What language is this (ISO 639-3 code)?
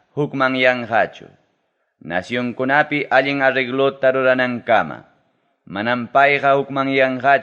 quy